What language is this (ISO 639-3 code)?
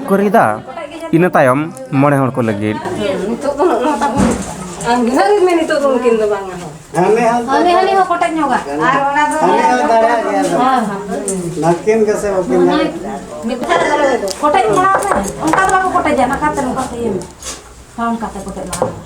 sat